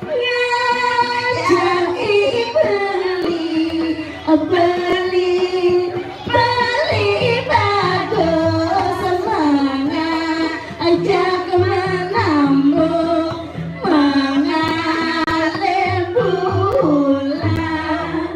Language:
Balinese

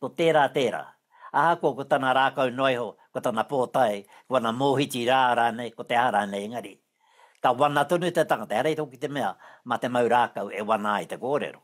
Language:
Māori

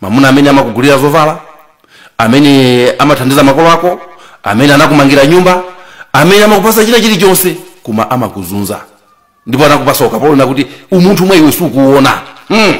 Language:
Nyanja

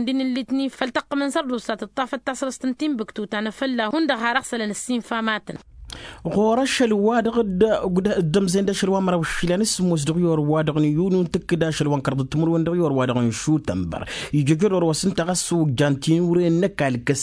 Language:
Tamasheq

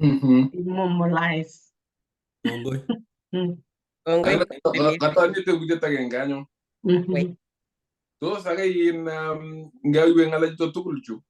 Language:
Kalenjin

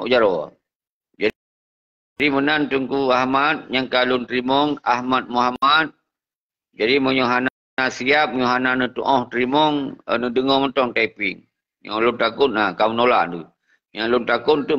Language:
Achinese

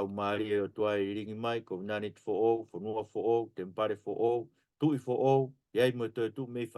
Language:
Tongan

